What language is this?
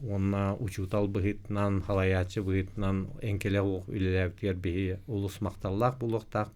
Yakut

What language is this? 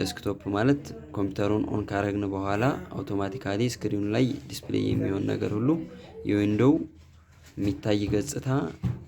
Amharic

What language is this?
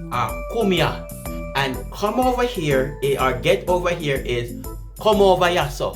Jamaican Creole English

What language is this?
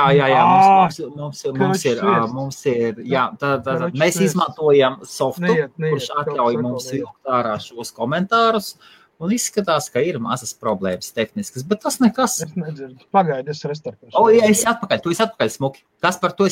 Latvian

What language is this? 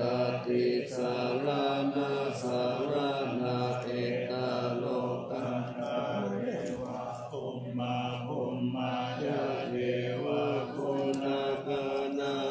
Pali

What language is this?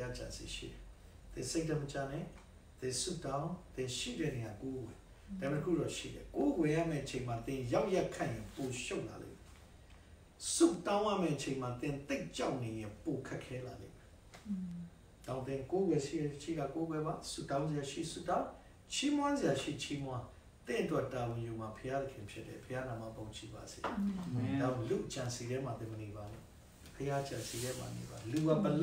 Burmese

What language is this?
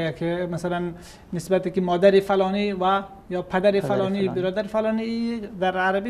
Persian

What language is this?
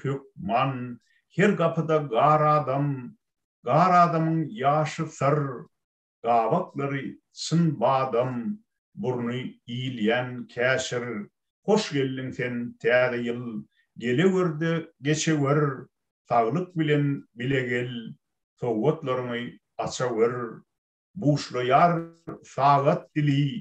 Turkmen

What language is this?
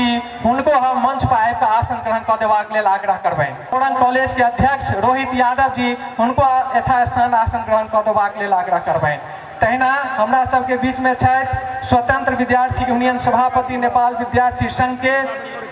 Maithili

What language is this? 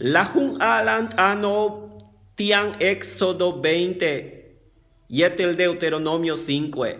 Yucateco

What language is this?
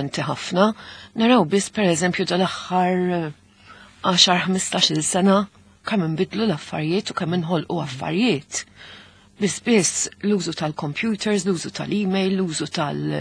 Maltese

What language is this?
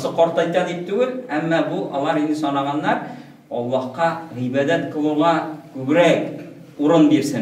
Tatar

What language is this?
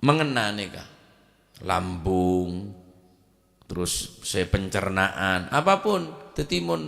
Madurese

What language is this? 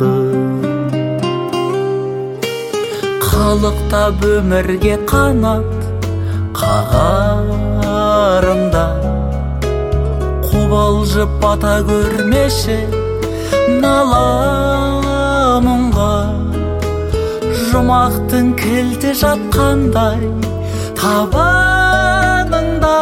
Kazakh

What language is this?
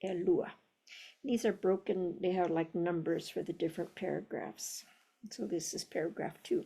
Hawaiian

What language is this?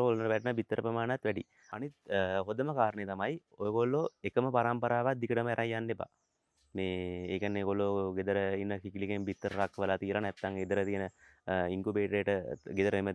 Sinhala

